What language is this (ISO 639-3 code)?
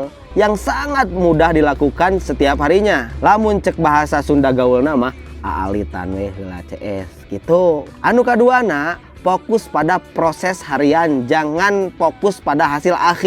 sun